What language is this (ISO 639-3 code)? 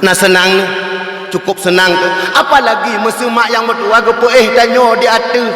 ace